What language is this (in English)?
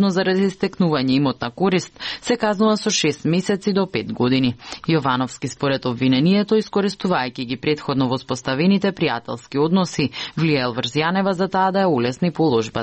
Macedonian